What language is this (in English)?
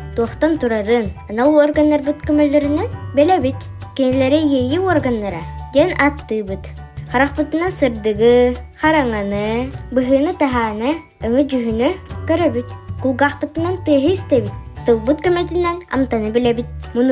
Yakut